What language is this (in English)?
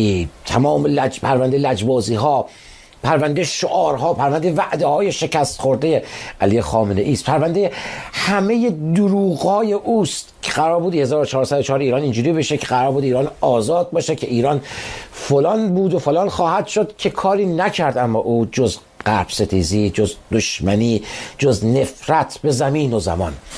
Persian